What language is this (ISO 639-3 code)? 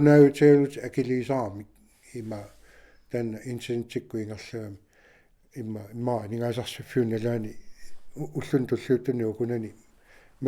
kal